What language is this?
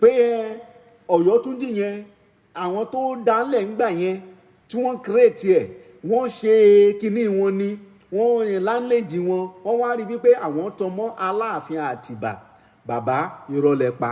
Yoruba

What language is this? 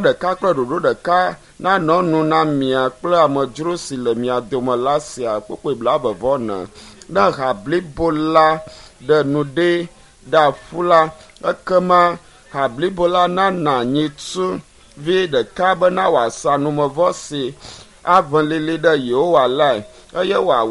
Ewe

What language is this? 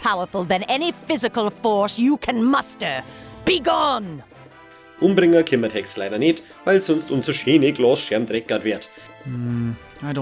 Bavarian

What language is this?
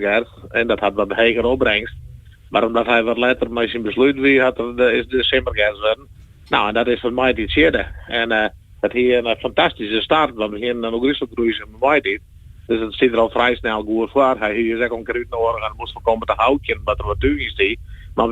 Western Frisian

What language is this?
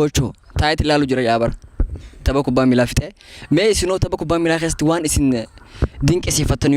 Oromo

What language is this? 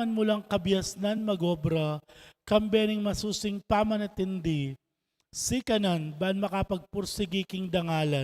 Pampanga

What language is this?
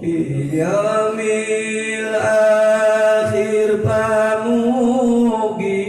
Sundanese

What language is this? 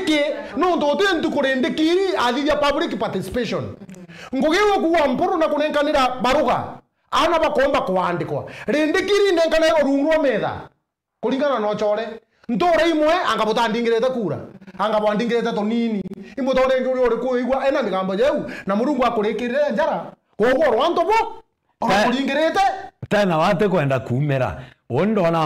Meru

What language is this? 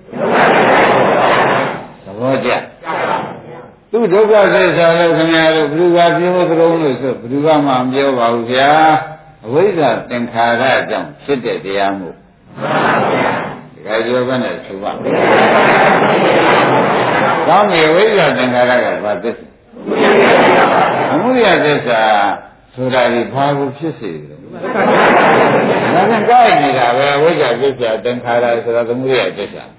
Burmese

